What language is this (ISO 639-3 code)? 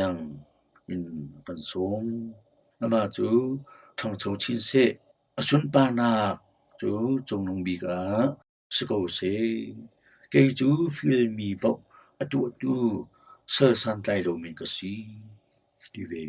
cnh